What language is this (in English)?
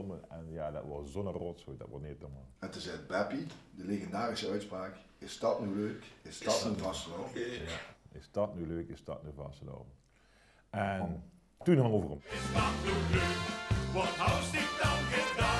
Limburgish